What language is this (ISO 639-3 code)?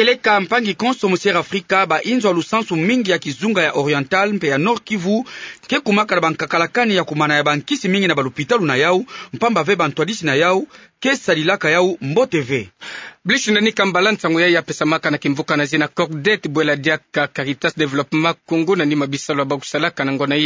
ktu